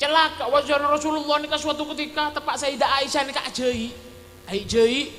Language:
Madurese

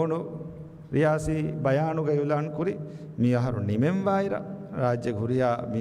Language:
Divehi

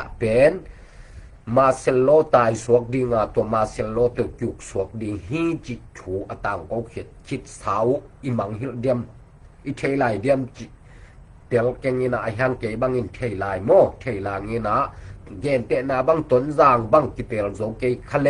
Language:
Tedim Chin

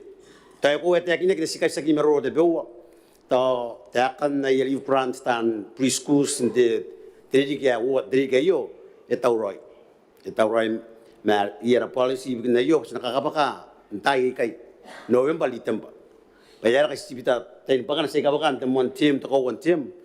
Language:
Gilbertese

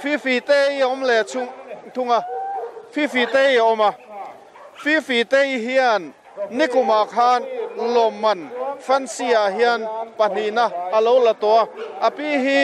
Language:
Mizo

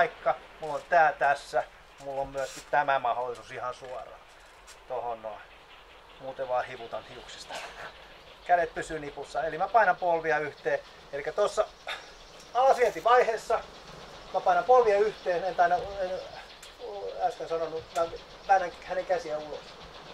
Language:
Finnish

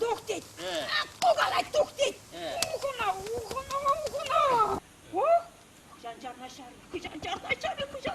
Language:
Chuvash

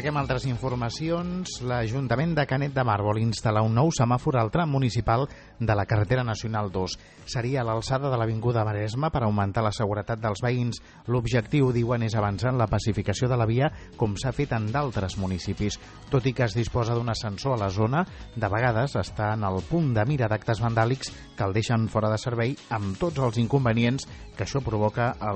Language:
Catalan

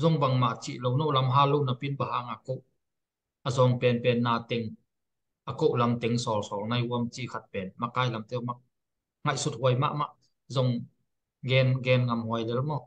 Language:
Tedim Chin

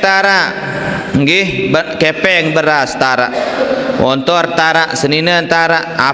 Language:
Sasak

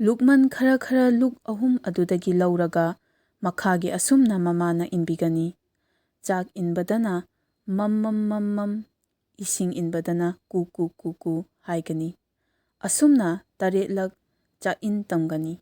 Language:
Manipuri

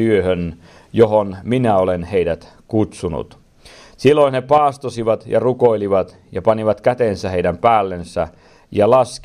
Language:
Finnish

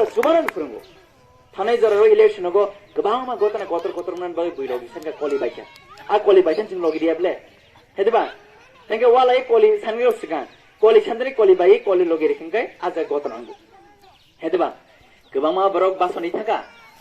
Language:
Kok Borok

